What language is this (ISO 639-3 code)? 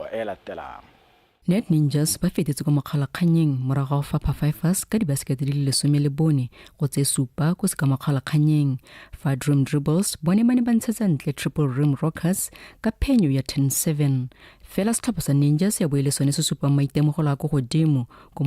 tsn